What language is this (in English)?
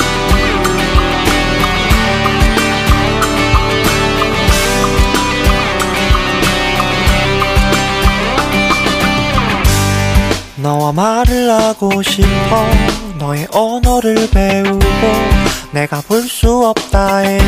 Korean